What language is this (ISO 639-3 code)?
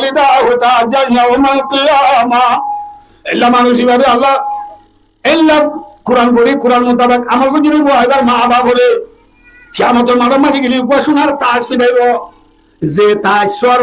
rhg